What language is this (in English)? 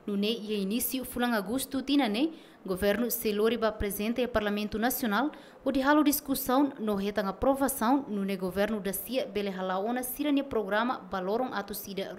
Tetum